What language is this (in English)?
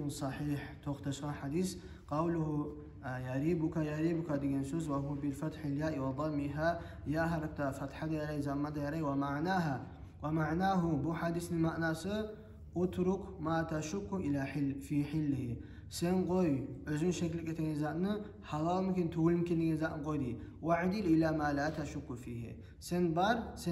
Kumyk